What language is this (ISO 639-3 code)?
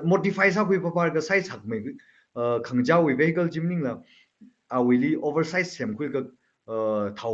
nmf